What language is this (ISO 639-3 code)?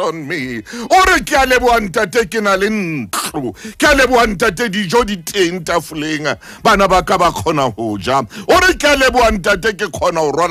sot